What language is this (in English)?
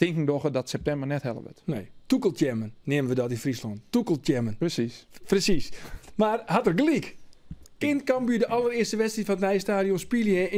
Western Frisian